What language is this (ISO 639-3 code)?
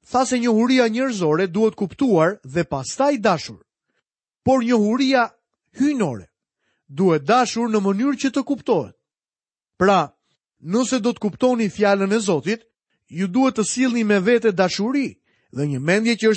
sqi